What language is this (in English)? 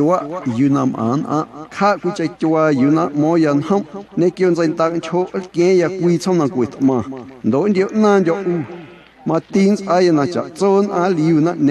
Guerrero Amuzgo